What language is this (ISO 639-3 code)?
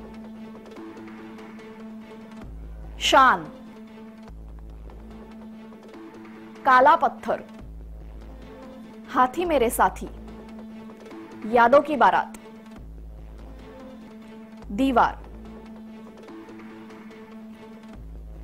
mar